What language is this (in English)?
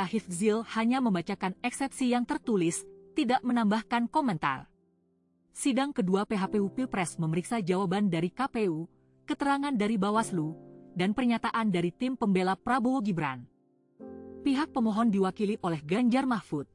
Indonesian